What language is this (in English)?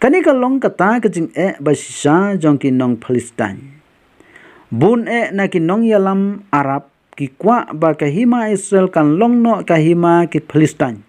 Khasi